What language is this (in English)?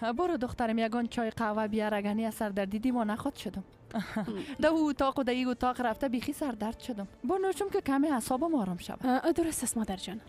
Persian